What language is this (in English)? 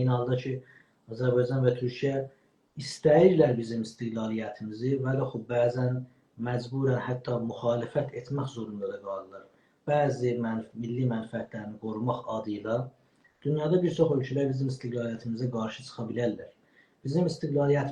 South Azerbaijani